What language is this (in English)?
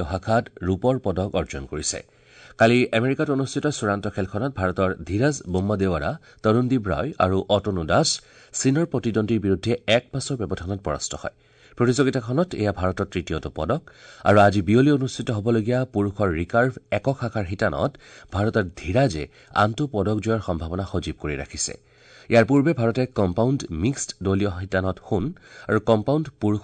Assamese